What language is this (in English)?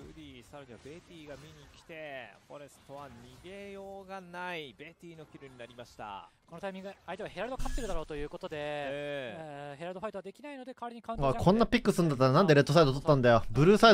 Japanese